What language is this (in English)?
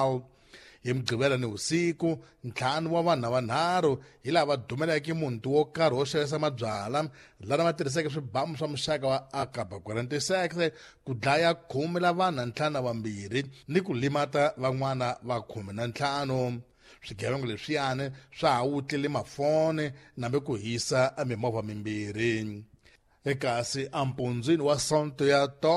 Tsonga